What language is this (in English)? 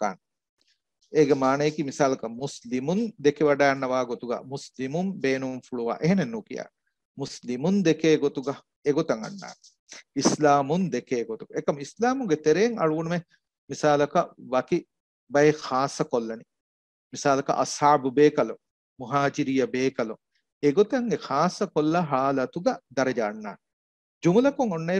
Divehi